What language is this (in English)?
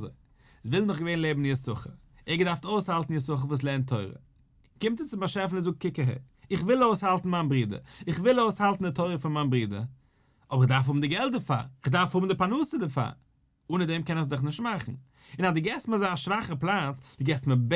Yiddish